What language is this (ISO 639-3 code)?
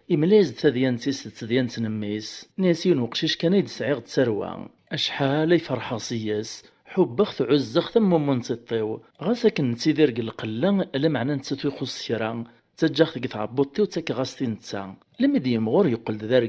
kab